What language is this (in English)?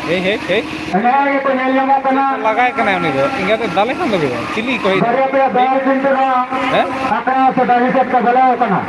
Santali